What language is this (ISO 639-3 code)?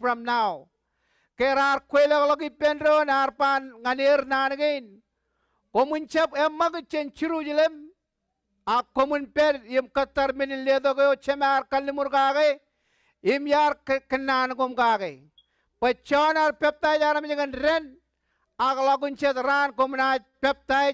mah